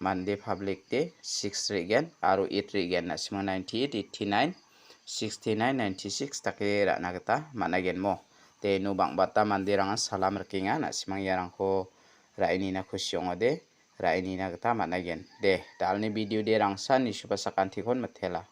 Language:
Garo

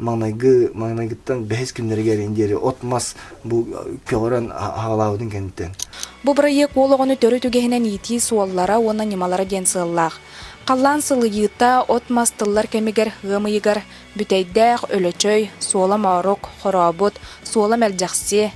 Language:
Yakut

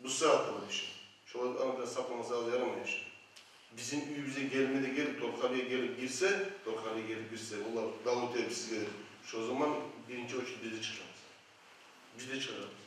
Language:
Kumyk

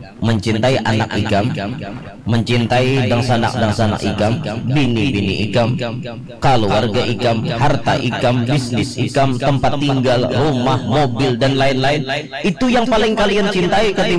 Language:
Banjar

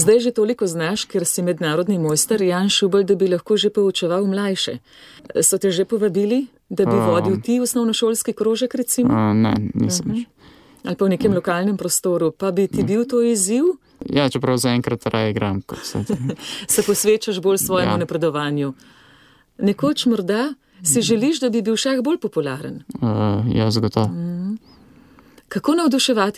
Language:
Slovenian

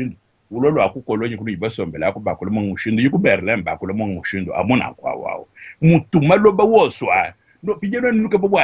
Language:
Luba-Lulua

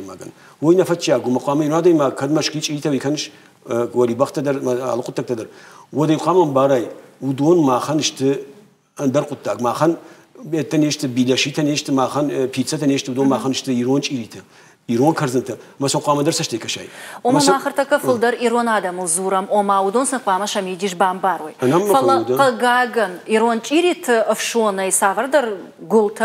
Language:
Ossetic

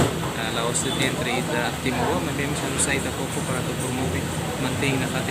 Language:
Tetum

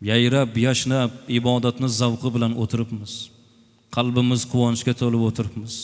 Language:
Uzbek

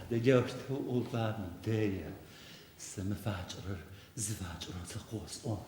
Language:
Adyghe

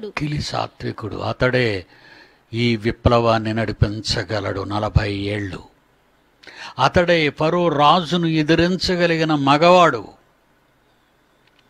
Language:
Telugu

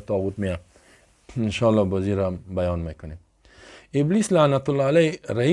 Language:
Persian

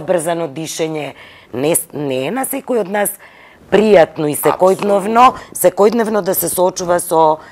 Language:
Macedonian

